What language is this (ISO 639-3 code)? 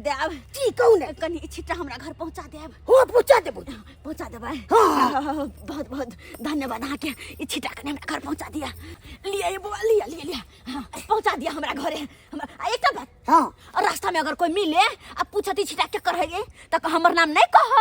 mai